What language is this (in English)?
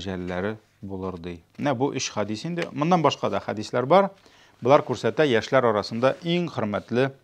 Tatar